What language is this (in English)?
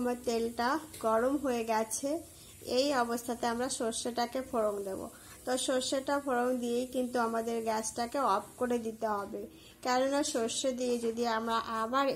Bangla